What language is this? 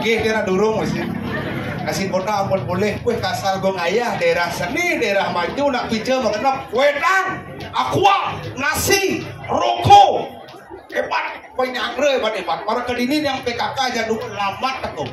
Balinese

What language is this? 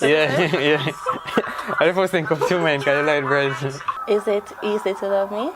Jamaican Creole English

